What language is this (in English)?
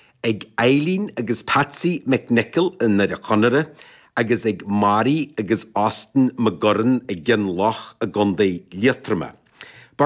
Irish